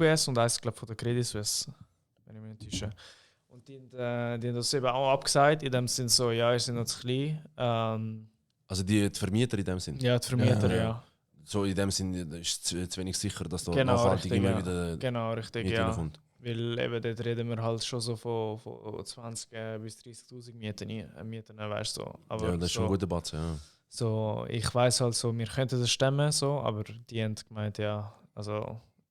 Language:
Swiss German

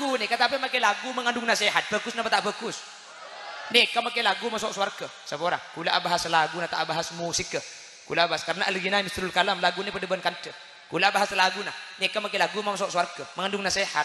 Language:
Madurese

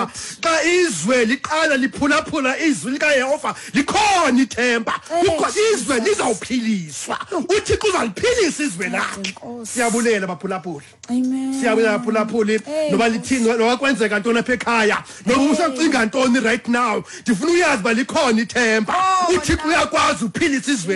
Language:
Xhosa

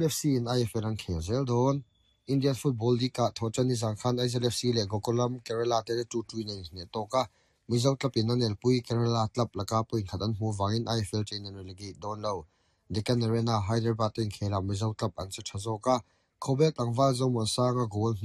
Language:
Mizo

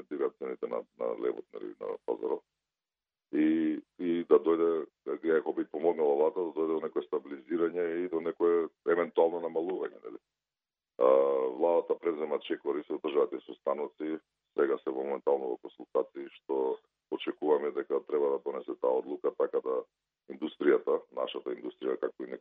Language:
Macedonian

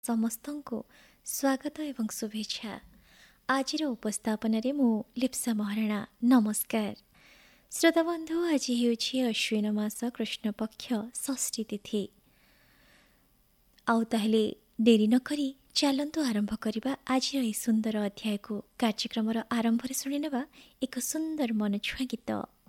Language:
Odia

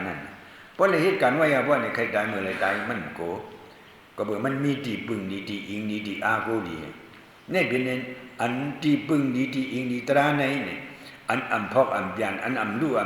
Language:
Shan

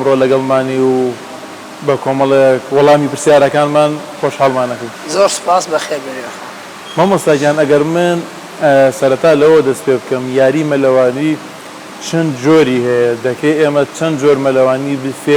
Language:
Central Kurdish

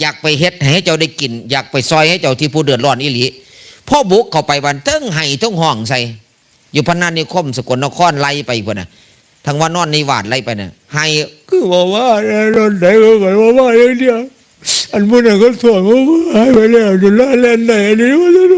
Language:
Northeastern Thai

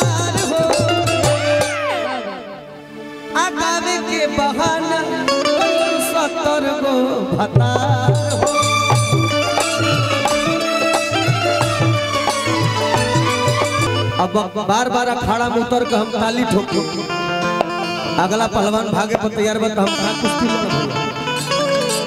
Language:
Bhojpuri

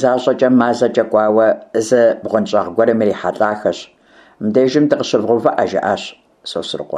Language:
Kabardian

